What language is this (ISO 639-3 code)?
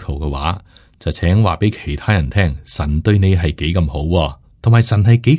yue